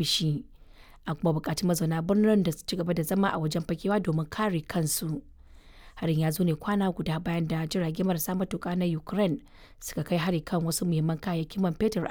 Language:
Hausa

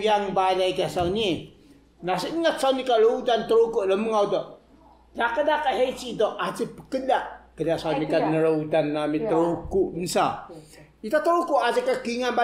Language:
Taroko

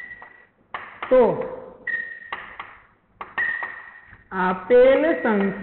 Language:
Gujarati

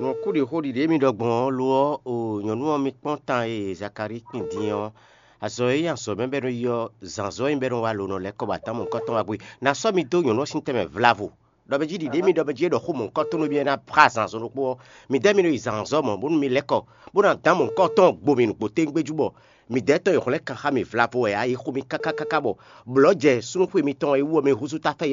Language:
Fon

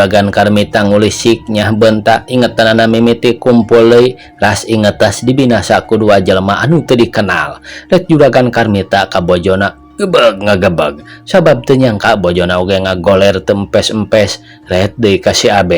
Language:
Sundanese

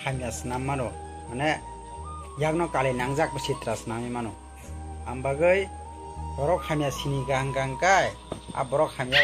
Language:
Kok Borok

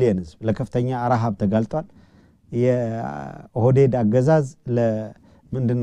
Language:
Amharic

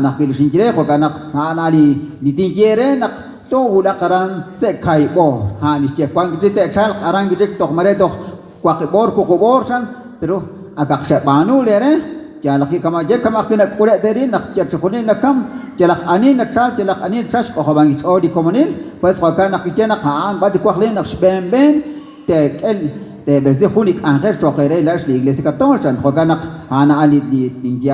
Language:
Kekchí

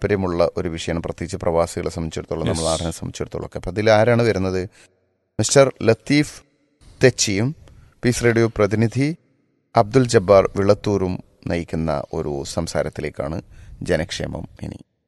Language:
Malayalam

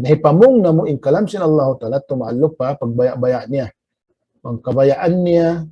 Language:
Tausug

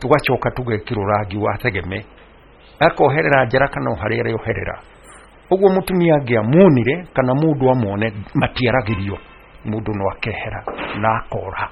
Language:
Kikuyu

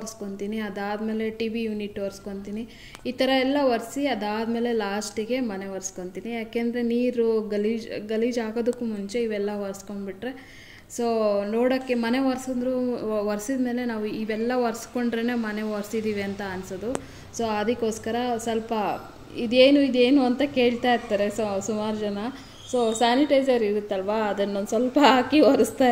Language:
Kannada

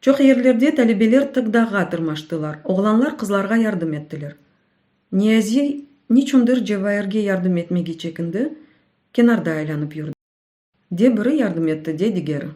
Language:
Crimean Tatar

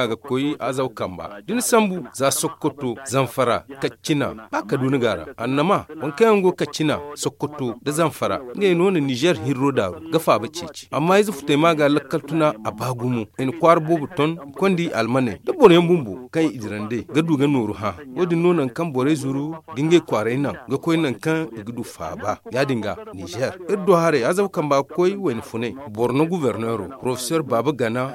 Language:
Zarma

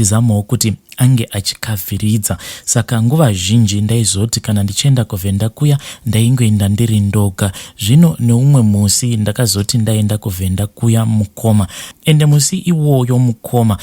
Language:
Shona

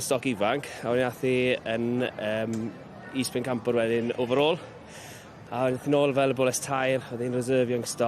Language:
Welsh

